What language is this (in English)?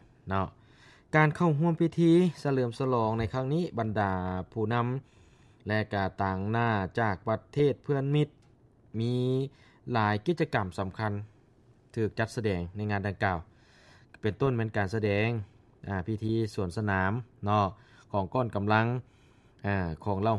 Lao